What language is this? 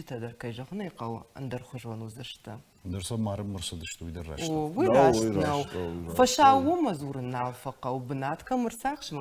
Ossetic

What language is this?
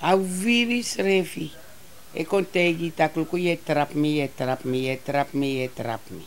Sranan Tongo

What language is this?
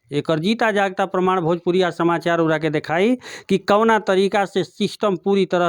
Bhojpuri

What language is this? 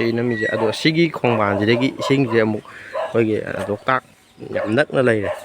Manipuri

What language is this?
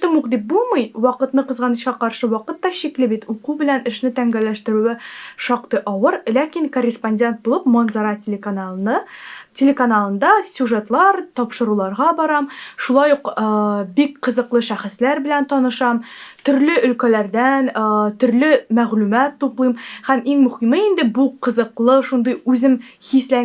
Tatar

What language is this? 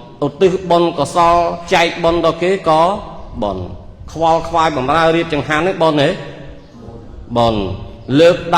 Khmer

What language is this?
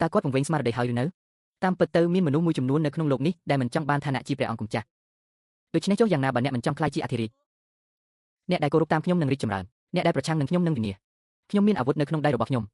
Khmer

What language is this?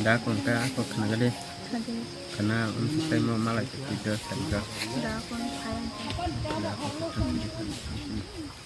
Kok Borok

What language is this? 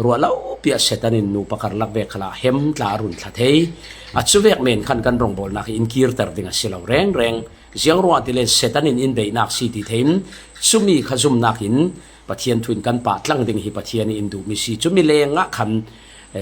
Falam Chin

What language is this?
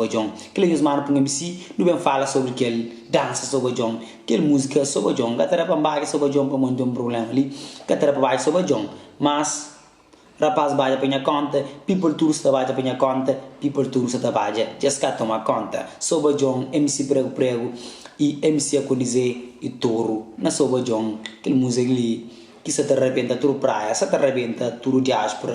Kabuverdianu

